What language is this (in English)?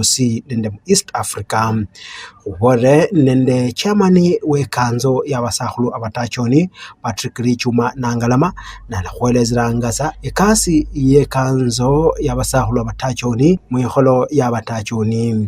Luyia